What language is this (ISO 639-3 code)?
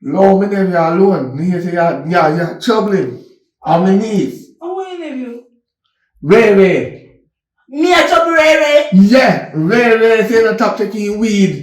jam